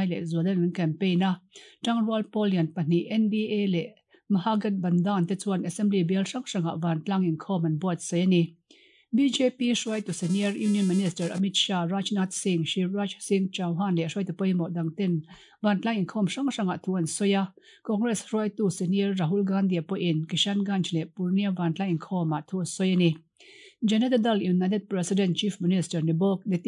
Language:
Mizo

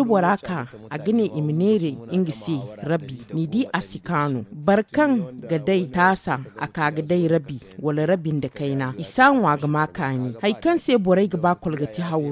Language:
Zarma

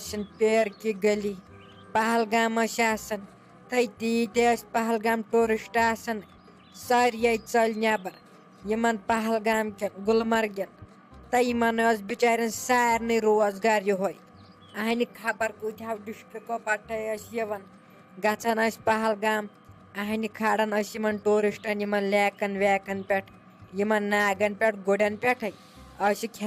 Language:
Kashmiri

